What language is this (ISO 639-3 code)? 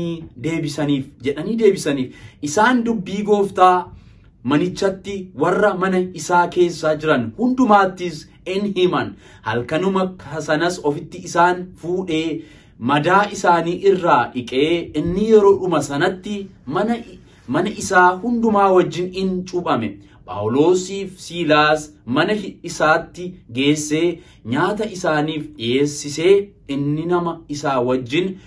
orm